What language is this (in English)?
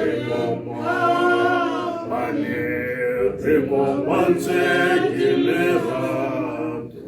Tswana